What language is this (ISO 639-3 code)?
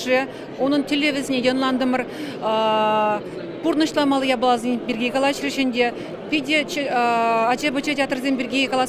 chv